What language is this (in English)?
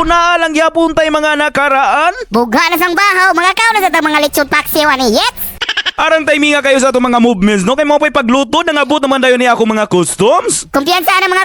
Cebuano